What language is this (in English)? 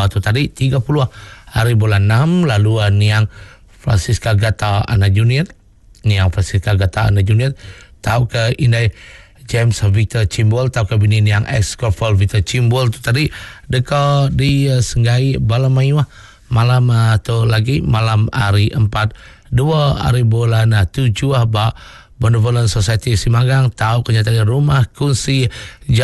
Iban